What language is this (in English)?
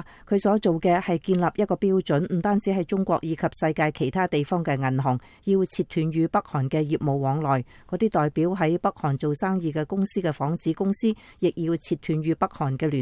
Cantonese